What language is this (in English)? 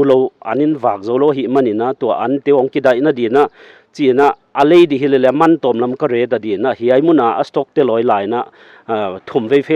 Paite Chin